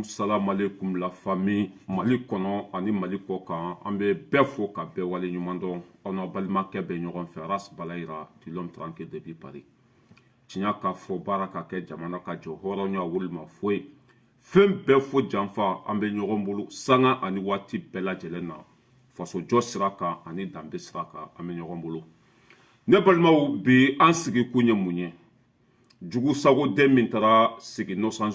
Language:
Bambara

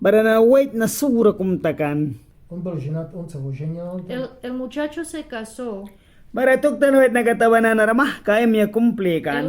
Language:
Mískito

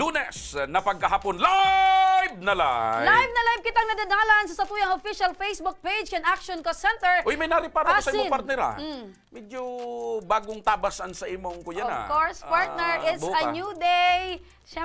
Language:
Bikol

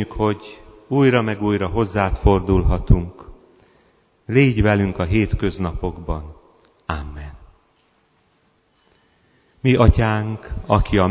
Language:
Hungarian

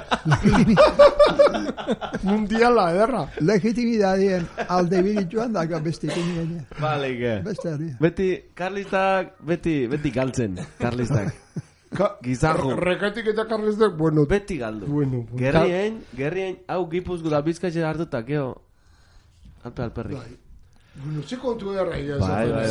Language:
Basque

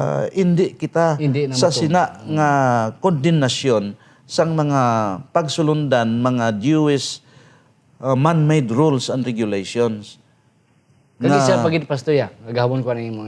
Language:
Hiligaynon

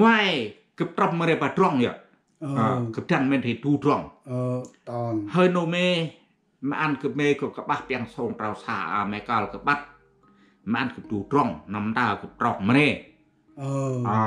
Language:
Central Mnong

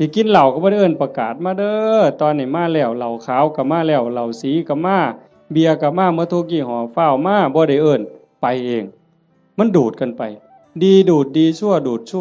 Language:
Northeastern Thai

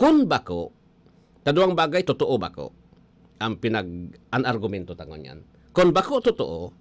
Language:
Bikol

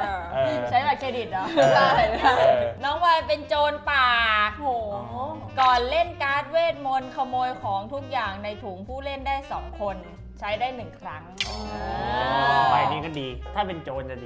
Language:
Thai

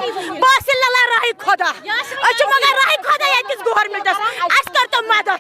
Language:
Kashmiri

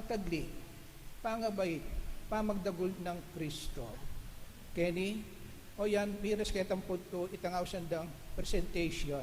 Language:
Pampanga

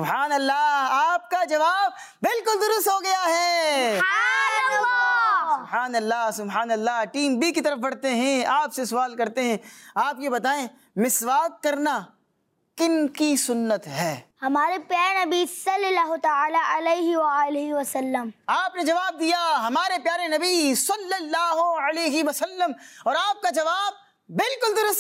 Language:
Urdu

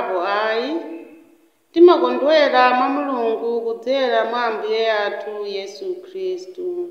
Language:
Nyanja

